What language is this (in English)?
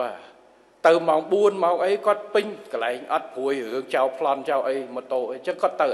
Khmer